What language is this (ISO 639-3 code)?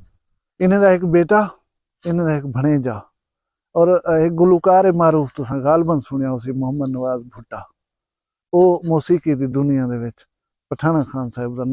skr